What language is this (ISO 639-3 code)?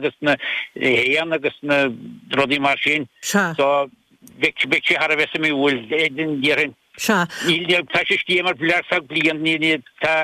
gle